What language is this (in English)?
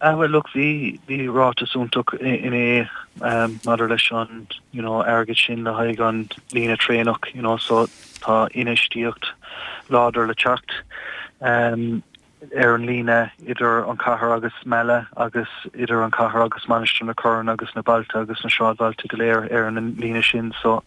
Irish